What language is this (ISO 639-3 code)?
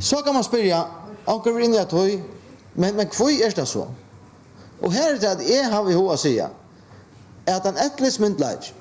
fao